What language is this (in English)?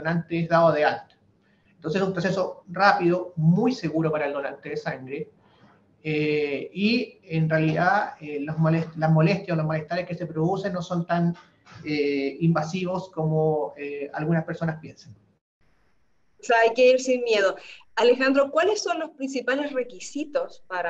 Spanish